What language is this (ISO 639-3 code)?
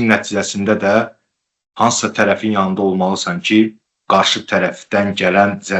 aze